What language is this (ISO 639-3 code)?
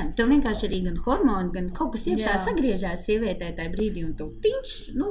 lav